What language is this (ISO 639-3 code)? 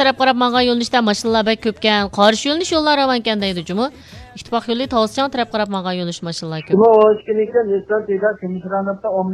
uig